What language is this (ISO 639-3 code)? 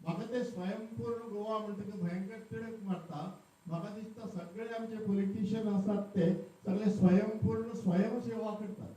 kok